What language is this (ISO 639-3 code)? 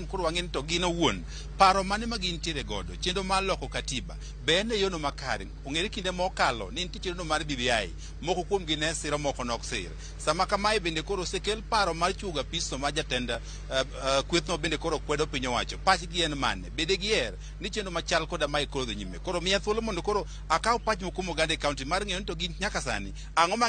luo